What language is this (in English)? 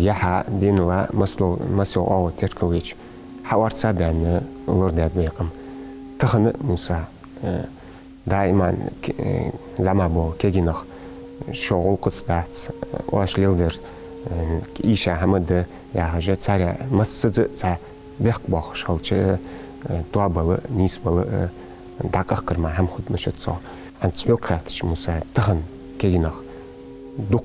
Ingush